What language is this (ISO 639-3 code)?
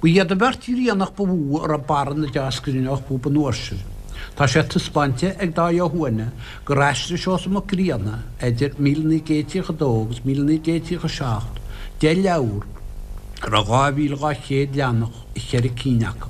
gle